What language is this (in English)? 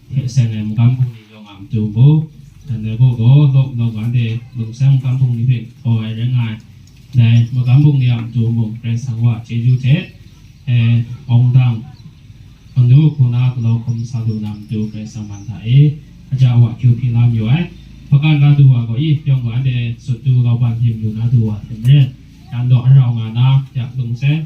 Kachin